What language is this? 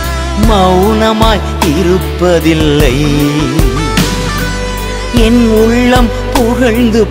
Tamil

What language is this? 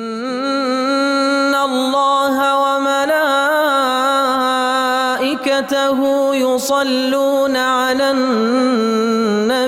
Ingush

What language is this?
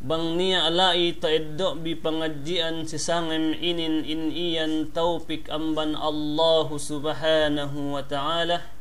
Yakan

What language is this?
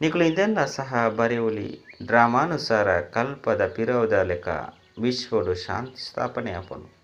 Tulu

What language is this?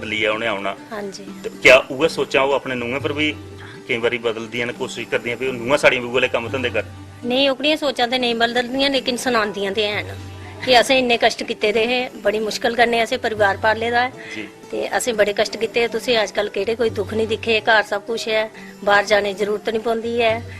Dogri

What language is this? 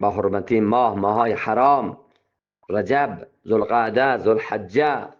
Eastern Balochi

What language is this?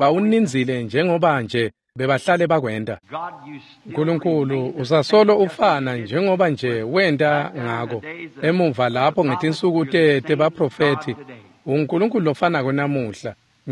Swati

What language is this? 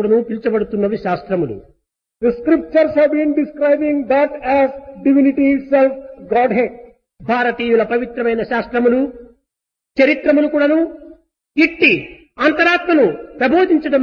Telugu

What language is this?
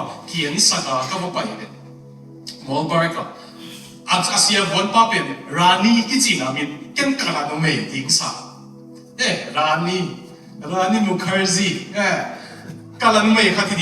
Tedim Chin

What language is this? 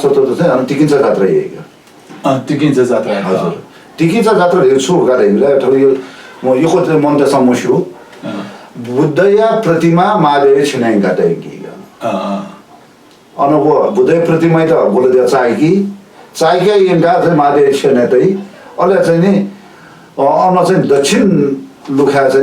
Newari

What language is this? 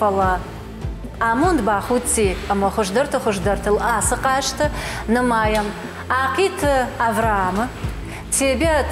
Ossetic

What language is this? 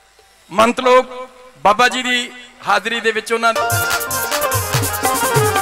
Punjabi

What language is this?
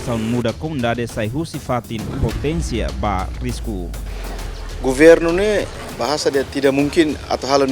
Tetum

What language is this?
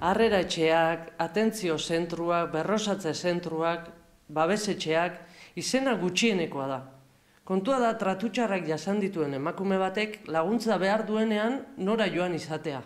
Basque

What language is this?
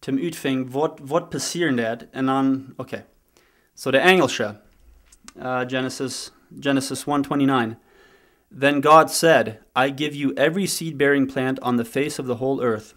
Plautdietsch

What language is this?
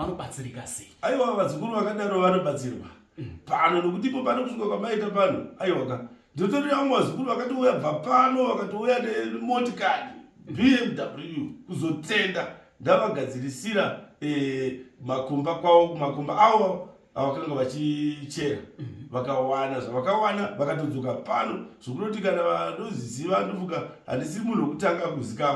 Shona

